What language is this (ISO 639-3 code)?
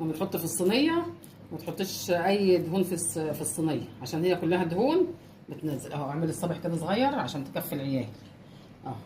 arz